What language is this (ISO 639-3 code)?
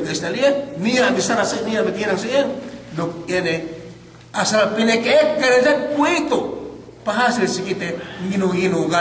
yka